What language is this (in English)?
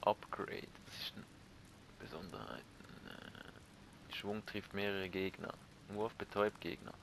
Swiss German